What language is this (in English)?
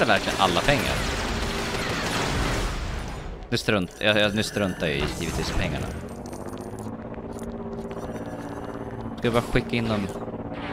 Swedish